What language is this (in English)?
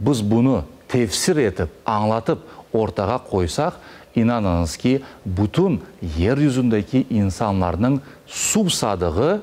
Crimean Tatar